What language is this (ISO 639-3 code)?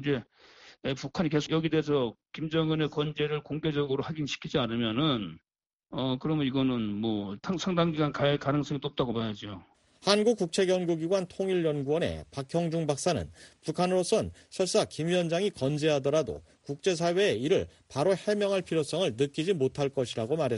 kor